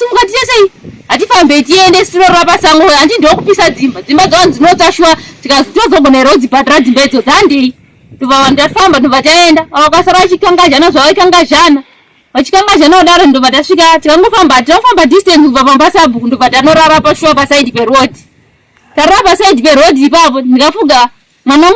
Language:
Shona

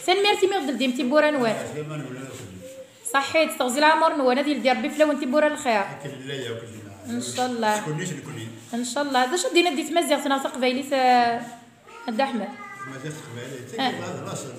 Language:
Kabyle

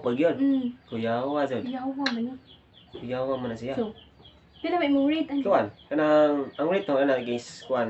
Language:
Cebuano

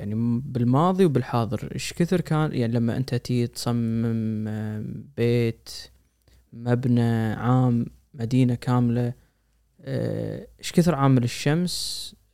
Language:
Gulf Arabic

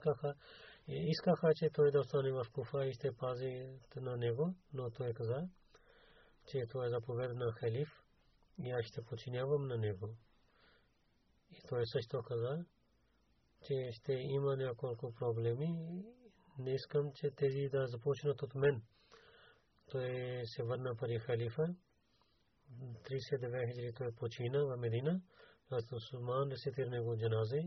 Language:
Bulgarian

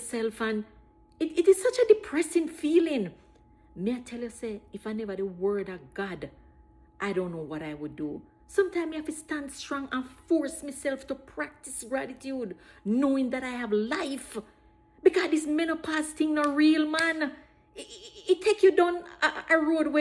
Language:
Jamaican Creole English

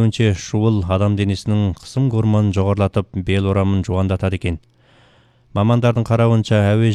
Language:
Kazakh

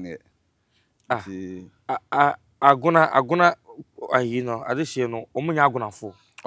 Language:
Akan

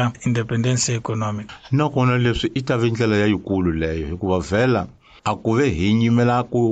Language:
Tsonga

